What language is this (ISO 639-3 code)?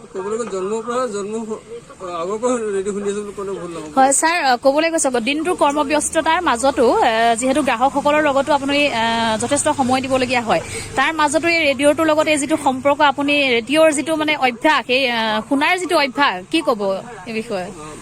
asm